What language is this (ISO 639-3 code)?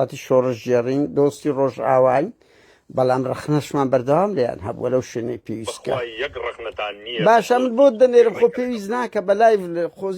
ckb